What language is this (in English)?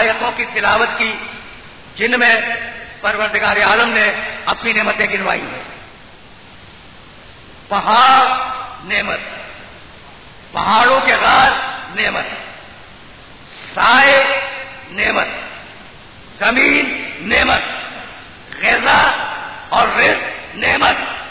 Urdu